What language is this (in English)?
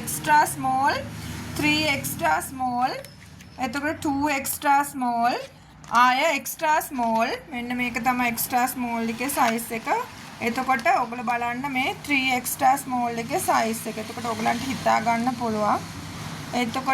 Sinhala